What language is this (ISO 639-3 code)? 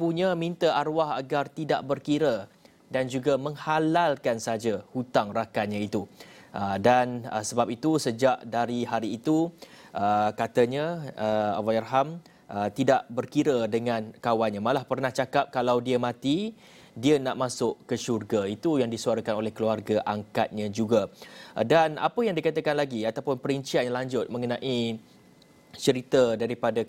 msa